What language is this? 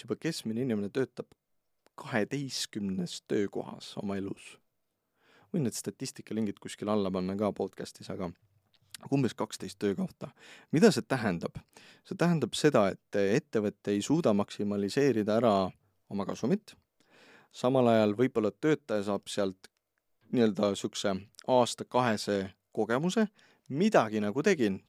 Estonian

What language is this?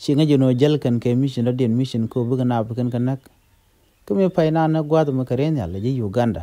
Nuer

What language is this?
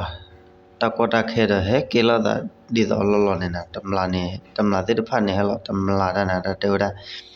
S'gaw Karen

